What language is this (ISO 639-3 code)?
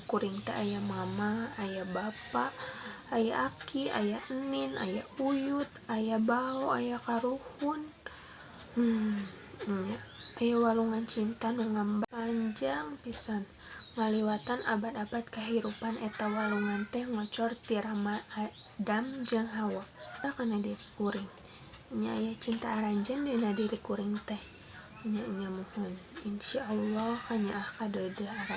sun